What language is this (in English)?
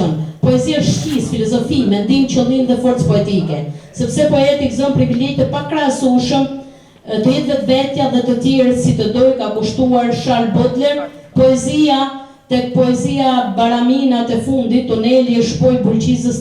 Albanian